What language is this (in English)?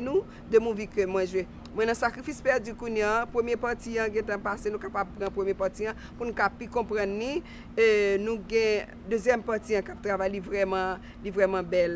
Haitian Creole